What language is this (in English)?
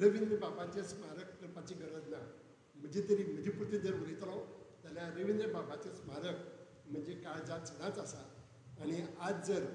Konkani